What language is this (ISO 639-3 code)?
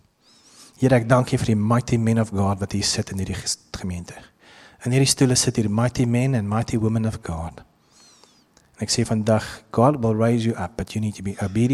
afr